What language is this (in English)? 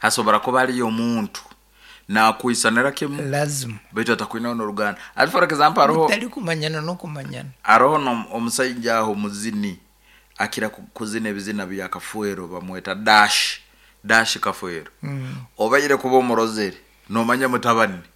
Nyankole